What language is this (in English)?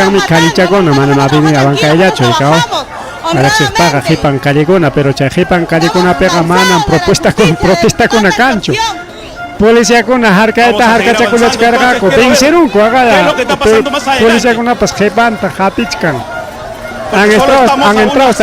Ayacucho Quechua